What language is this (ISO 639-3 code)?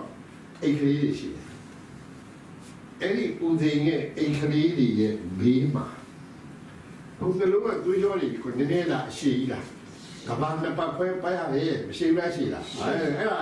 mya